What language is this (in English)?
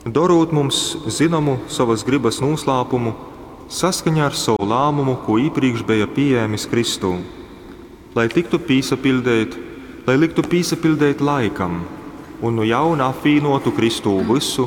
Latgalian